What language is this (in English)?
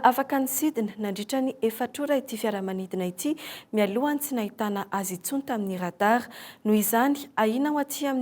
Malagasy